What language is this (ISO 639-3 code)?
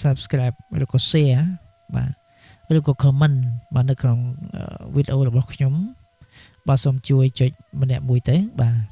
khm